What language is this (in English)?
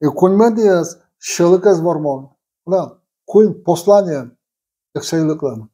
Udmurt